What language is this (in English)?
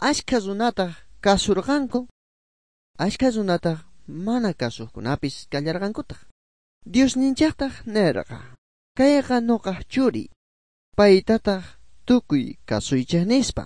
Ayacucho Quechua